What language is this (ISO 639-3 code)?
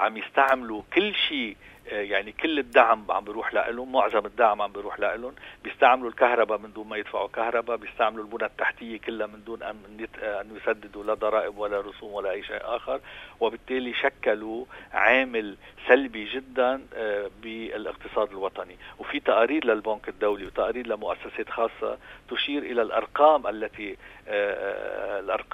apc